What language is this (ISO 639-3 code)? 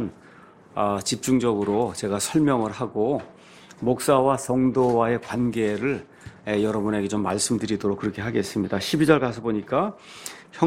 kor